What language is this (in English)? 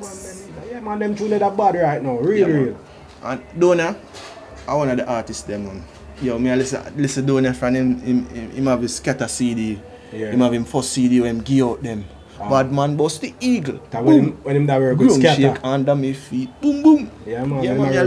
Jamaican Creole English